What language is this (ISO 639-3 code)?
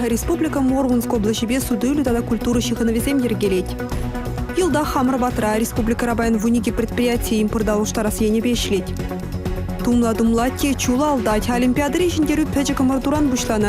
chv